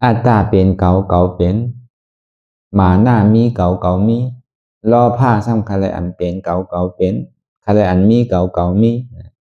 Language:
Shan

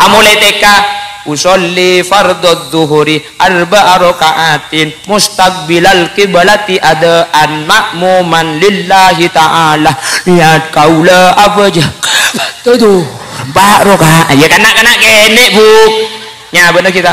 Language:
Madurese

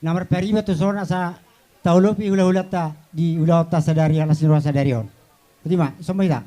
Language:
Batak Toba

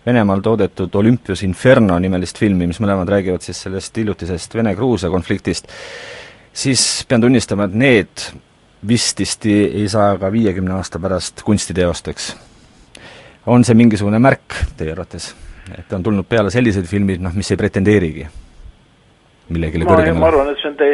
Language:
Estonian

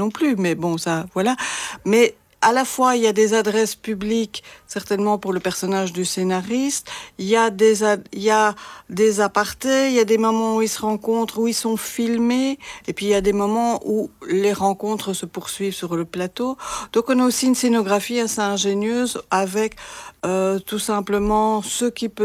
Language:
French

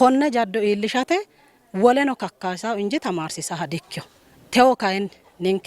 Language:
Sidamo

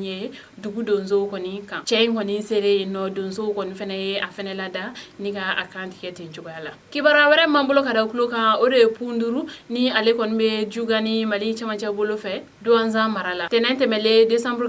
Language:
Bambara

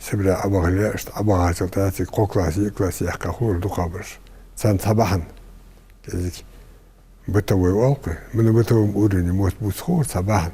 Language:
Ingush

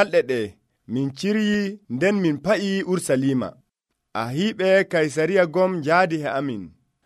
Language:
Nigerian Fulfulde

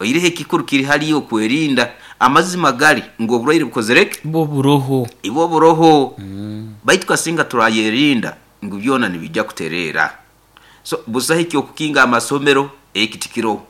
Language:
Nyoro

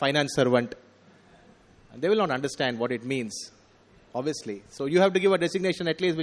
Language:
English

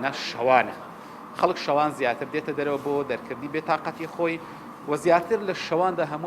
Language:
Central Kurdish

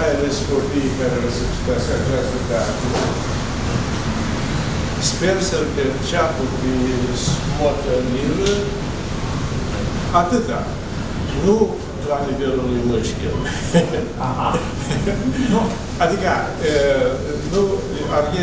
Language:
Romanian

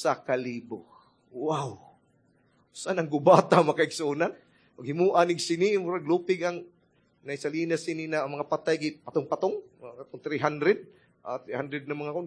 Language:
Cebuano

